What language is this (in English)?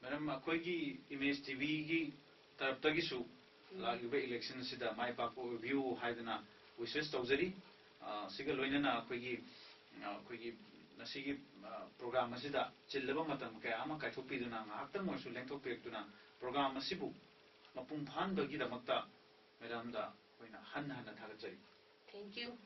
Manipuri